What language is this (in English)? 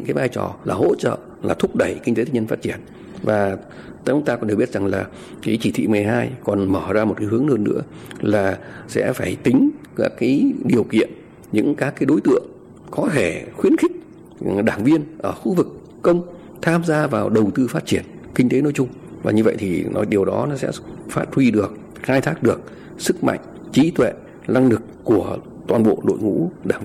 Vietnamese